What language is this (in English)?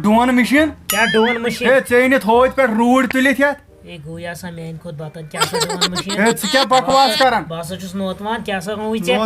Kashmiri